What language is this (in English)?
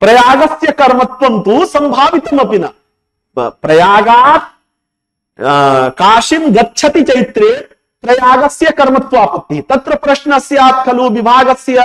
Sanskrit